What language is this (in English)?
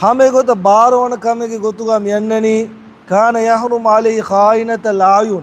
Divehi